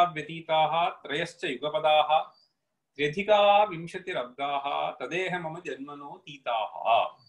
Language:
Sanskrit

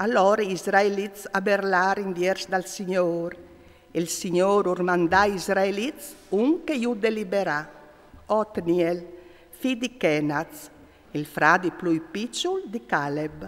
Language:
Friulian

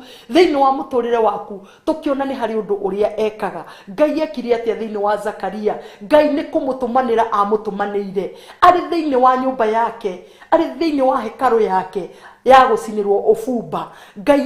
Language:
Kikuyu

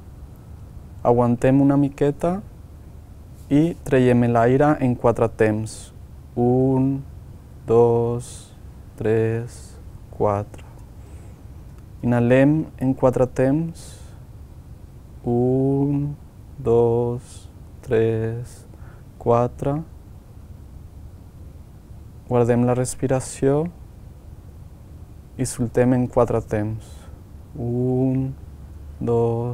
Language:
Catalan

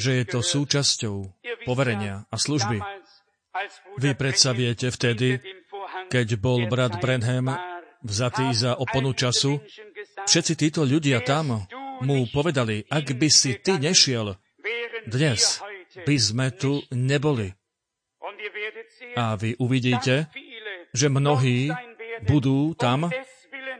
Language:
Slovak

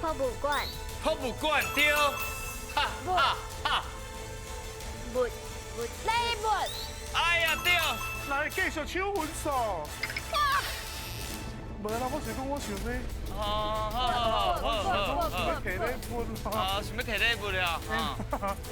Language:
Min Nan Chinese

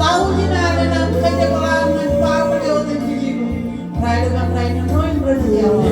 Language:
Marshallese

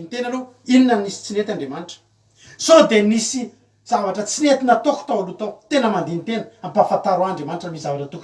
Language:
Malagasy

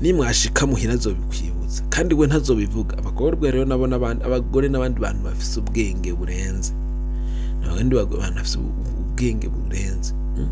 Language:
Rundi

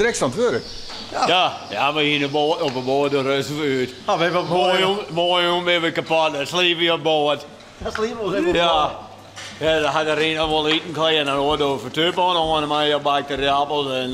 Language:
Western Frisian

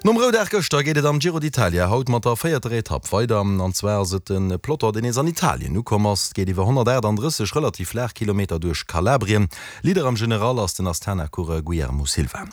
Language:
Luxembourgish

